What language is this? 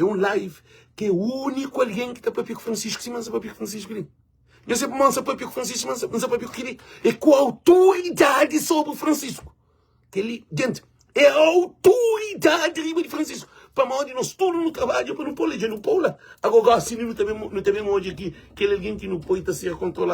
Kabuverdianu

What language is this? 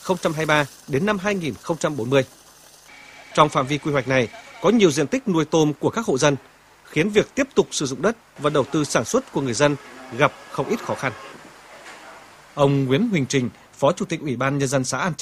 Vietnamese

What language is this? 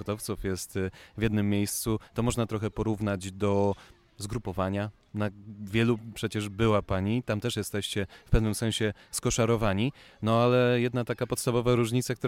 Polish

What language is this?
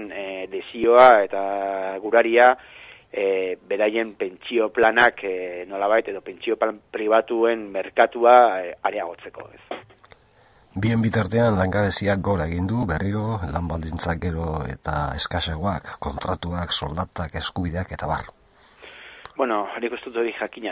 Basque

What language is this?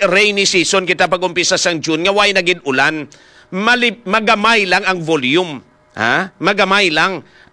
Hiligaynon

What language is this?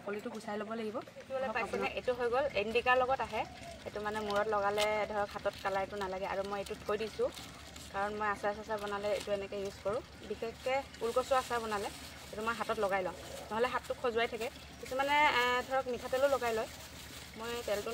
Assamese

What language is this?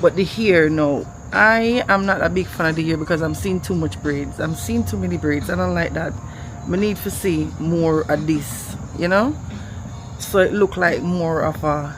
Jamaican Creole English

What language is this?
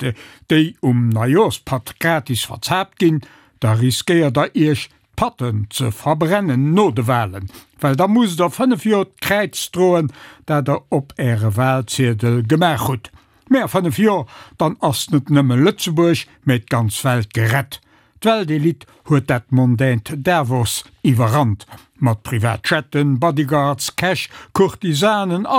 Luxembourgish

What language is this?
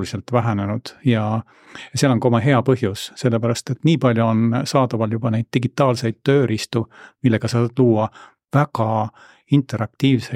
Estonian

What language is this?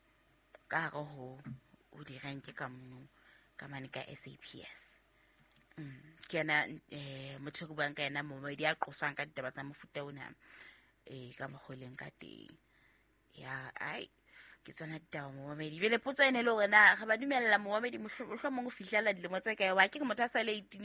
Southern Sotho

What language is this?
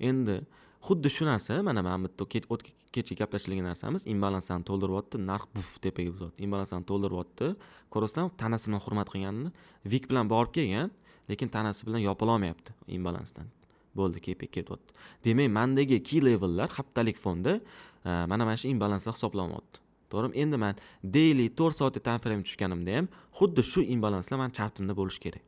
Uzbek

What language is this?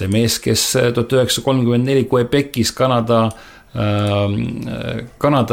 Estonian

